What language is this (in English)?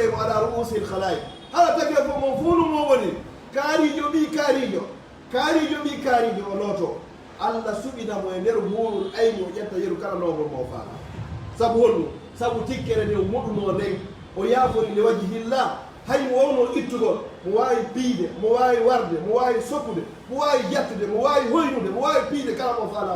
Fula